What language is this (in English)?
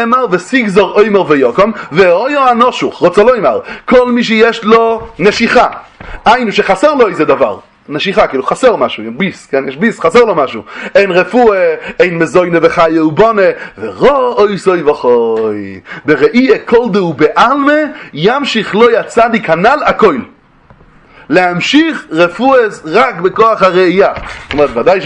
Hebrew